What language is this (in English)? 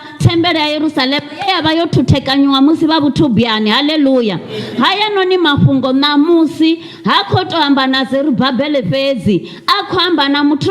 Venda